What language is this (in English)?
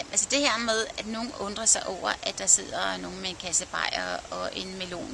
Danish